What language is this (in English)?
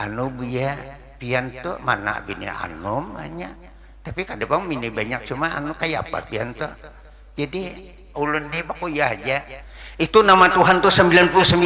Banjar